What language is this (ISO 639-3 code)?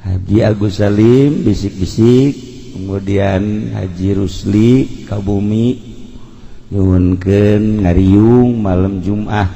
sun